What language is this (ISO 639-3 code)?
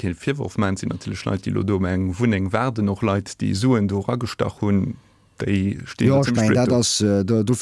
ltz